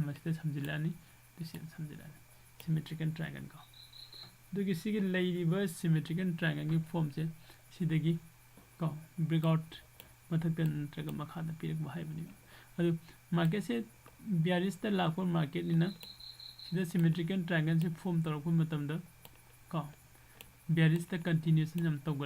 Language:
Manipuri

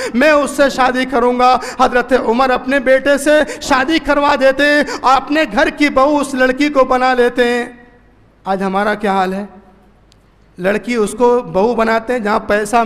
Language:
Urdu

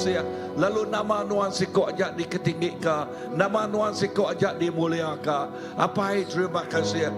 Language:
Iban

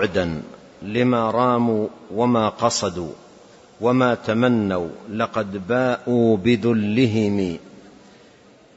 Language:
Arabic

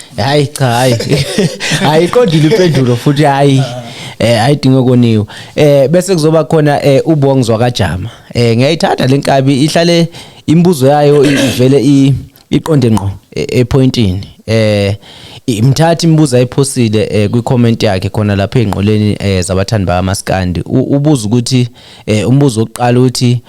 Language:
Zulu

